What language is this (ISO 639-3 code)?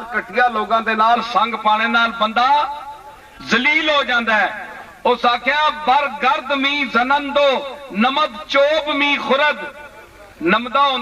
skr